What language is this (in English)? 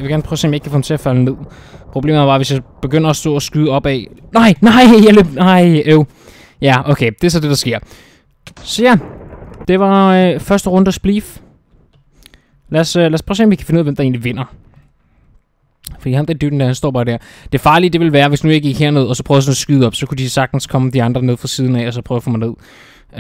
Danish